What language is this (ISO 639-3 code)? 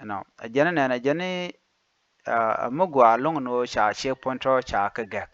nus